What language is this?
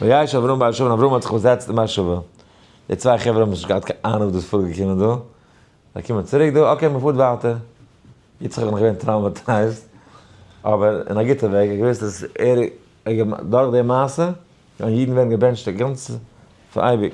Yiddish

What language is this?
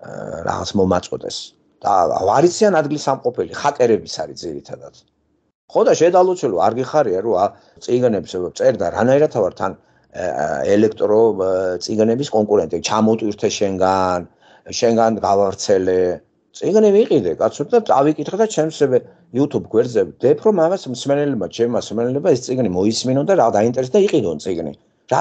Georgian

